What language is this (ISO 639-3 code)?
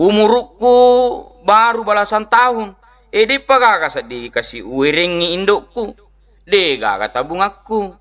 bug